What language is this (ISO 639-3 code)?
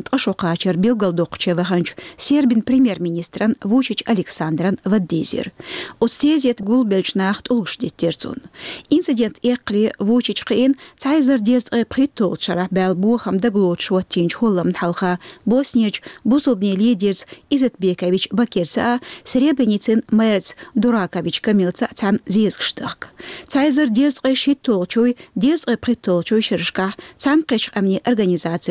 che